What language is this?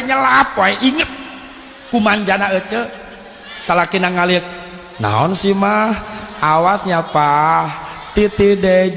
Sundanese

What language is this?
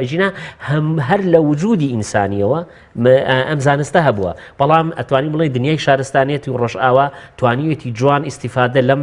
Central Kurdish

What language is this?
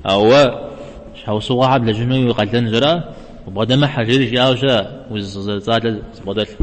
Kabardian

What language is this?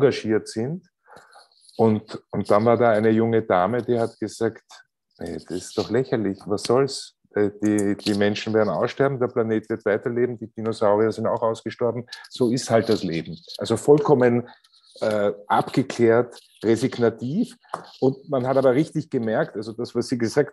German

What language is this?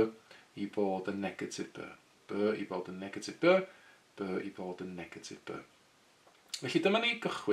Welsh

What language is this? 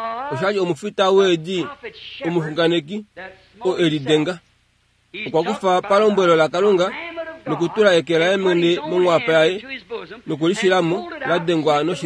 Kuanyama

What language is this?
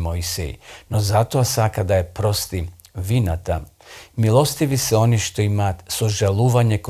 Macedonian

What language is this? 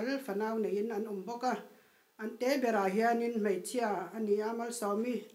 Mizo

